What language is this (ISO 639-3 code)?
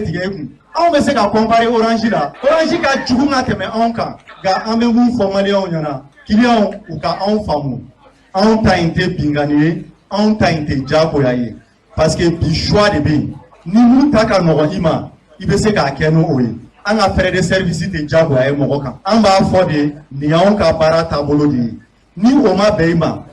bam